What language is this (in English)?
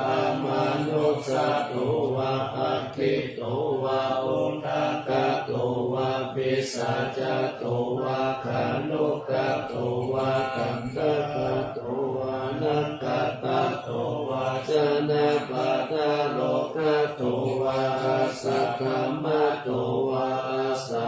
Pali